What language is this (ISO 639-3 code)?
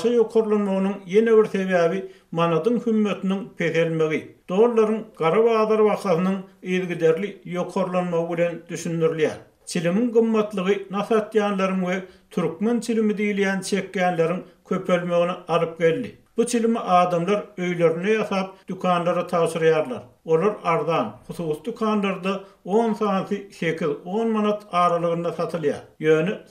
tuk